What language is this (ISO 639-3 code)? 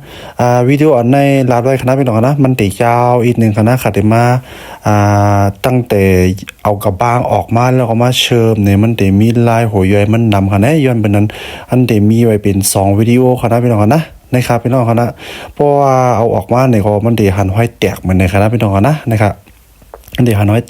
shn